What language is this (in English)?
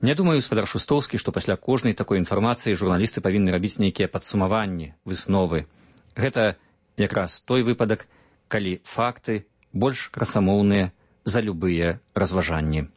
Belarusian